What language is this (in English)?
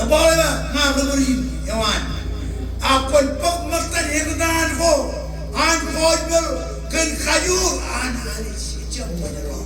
Marshallese